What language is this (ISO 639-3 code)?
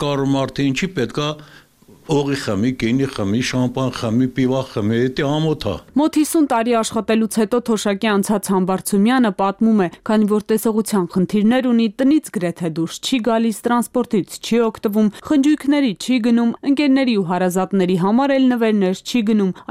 hye